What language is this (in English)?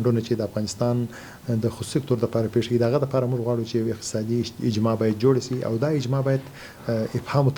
Pashto